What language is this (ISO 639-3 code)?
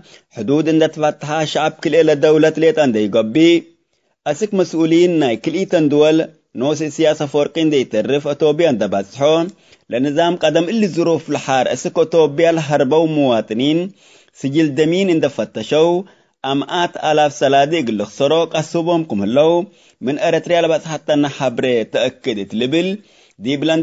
tig